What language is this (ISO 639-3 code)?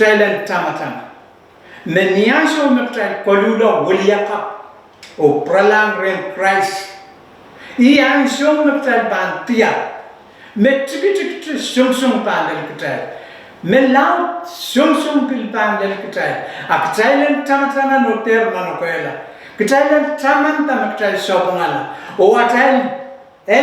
pon